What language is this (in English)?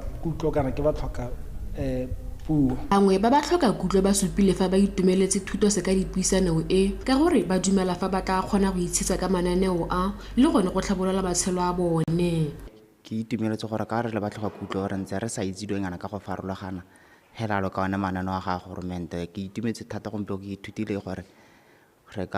Tswana